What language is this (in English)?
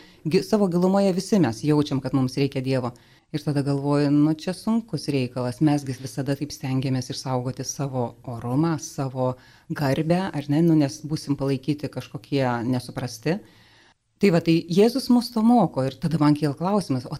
Lithuanian